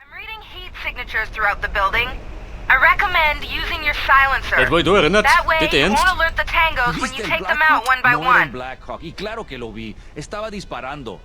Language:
Bavarian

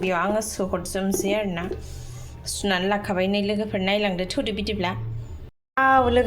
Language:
Bodo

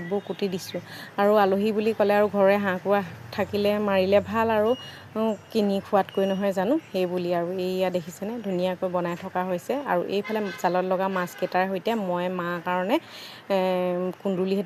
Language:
Assamese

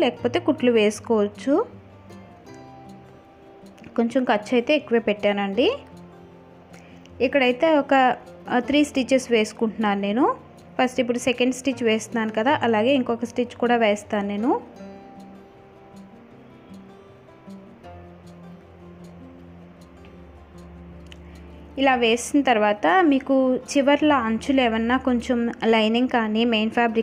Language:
Telugu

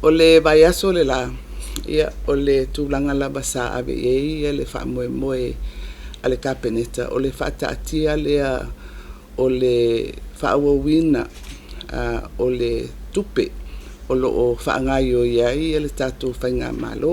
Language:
Samoan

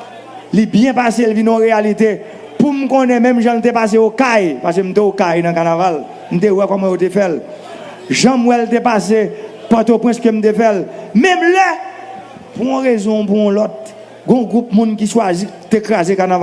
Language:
Haitian Creole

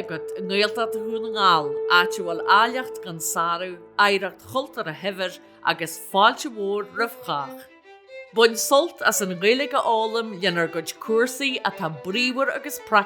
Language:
Irish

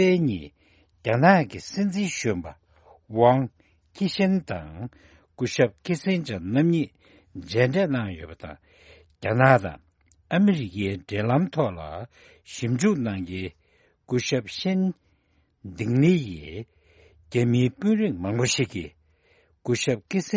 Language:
Tibetan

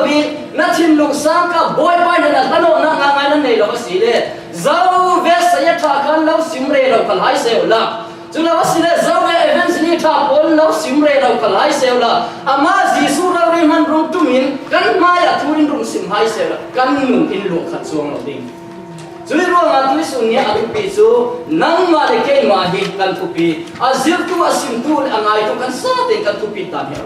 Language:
Falam Chin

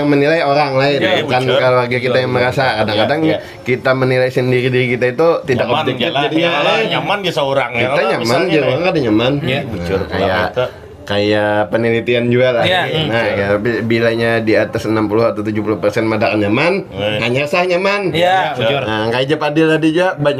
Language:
Banjar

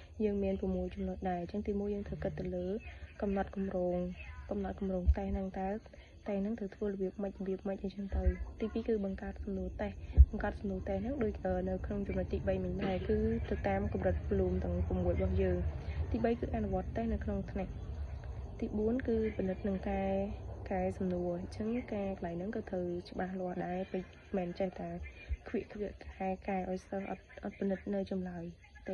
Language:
Khmer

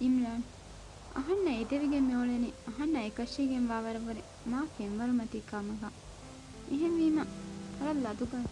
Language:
Divehi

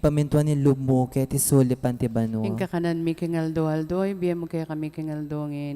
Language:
Pampanga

